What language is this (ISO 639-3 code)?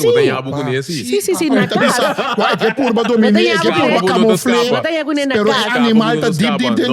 pap